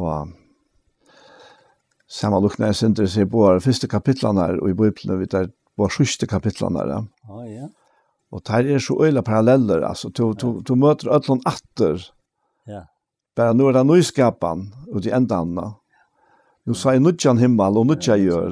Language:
Faroese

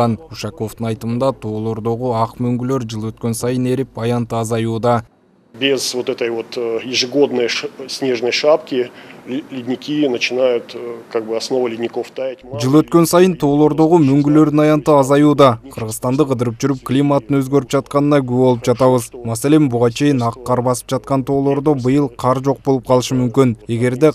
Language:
Kyrgyz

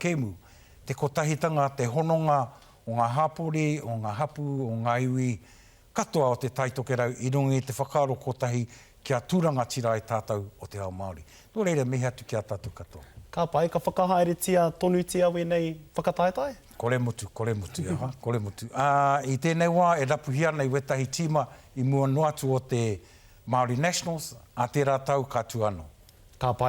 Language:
Māori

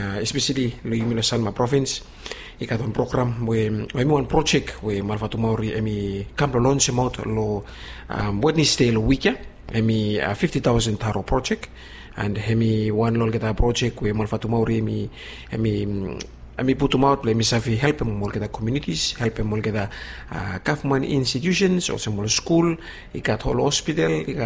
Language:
Bislama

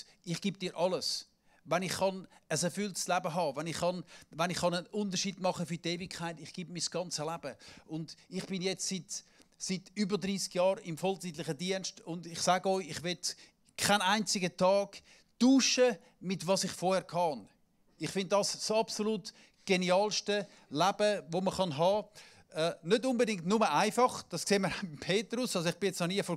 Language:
Swiss German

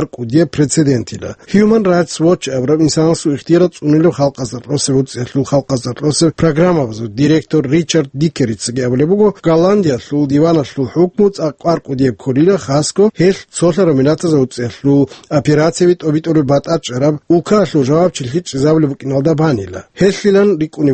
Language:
Avaric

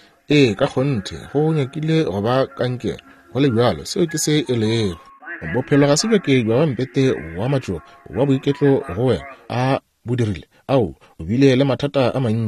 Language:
Northern Sotho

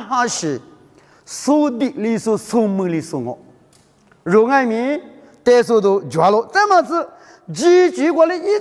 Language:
Lisu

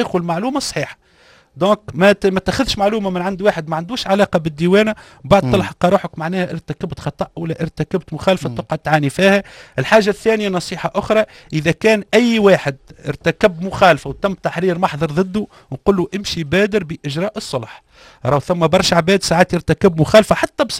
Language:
Tunisian Arabic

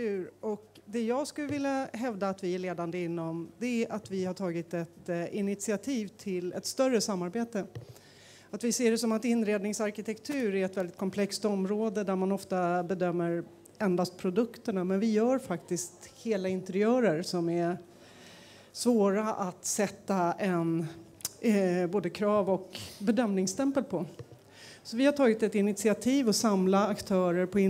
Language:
Swedish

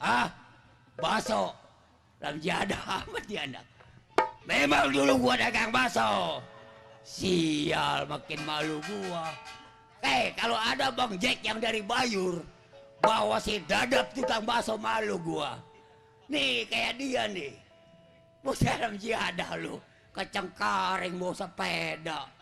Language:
Betawi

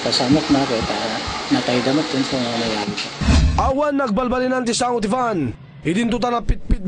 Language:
Iloko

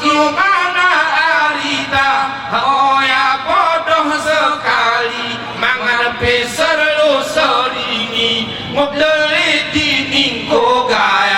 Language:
Gayo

